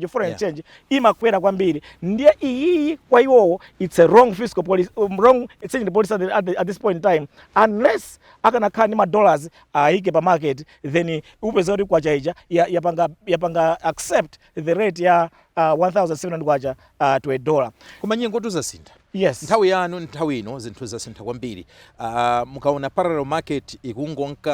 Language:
Nyanja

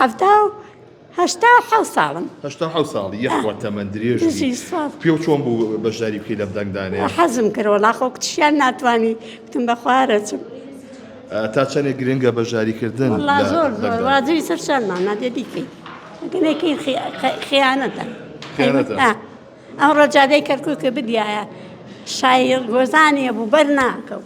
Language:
Central Kurdish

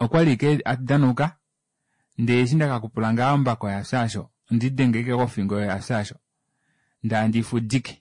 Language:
Kuanyama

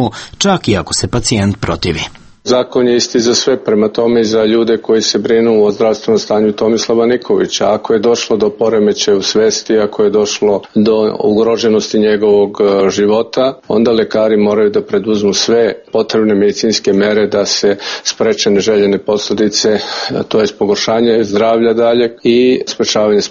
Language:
Serbian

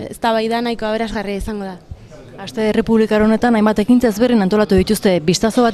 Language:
Basque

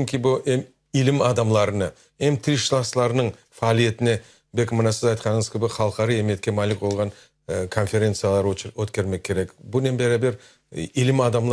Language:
Crimean Tatar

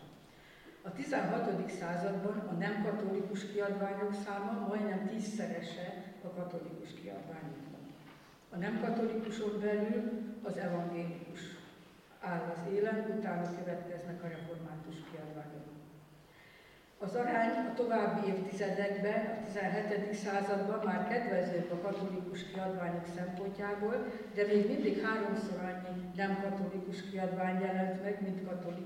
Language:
Hungarian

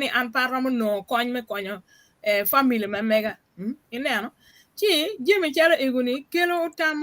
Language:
Acoli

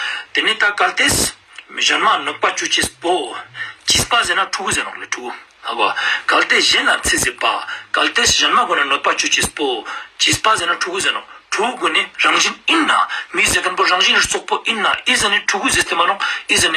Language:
Ladakhi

